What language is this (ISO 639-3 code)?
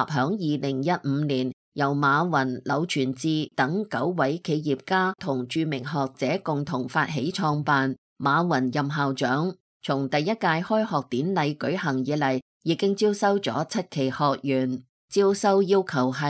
yue